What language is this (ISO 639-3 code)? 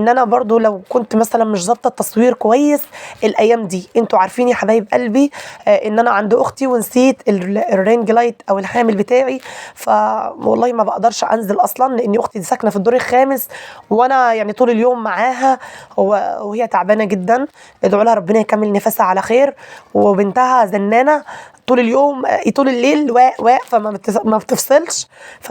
arz